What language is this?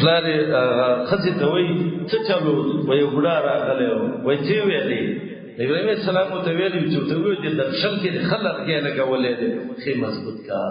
Pashto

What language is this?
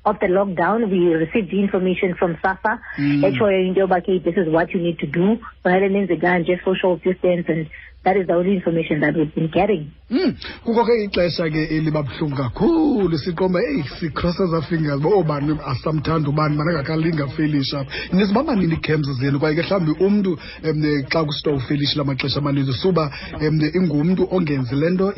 Xhosa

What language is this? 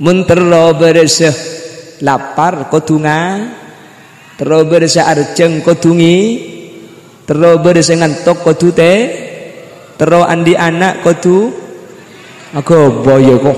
Madurese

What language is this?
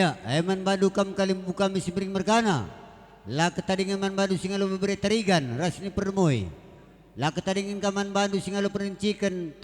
Batak Karo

